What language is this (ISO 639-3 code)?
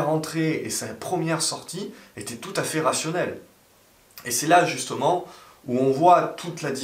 fra